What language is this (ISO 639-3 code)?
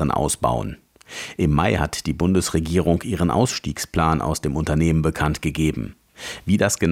deu